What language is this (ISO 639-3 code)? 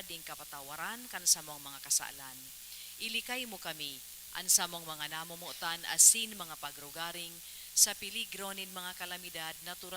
bik